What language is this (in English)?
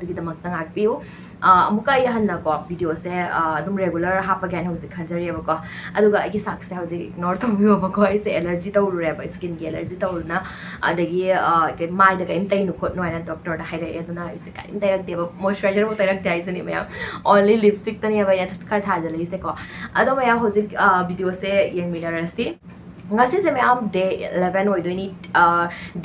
Manipuri